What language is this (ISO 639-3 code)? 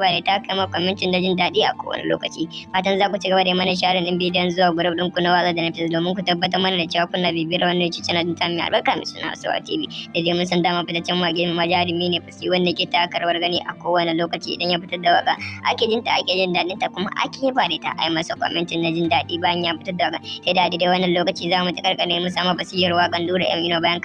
hau